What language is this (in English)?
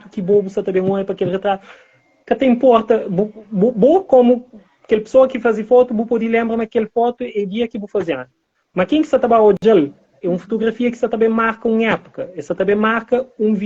Kabuverdianu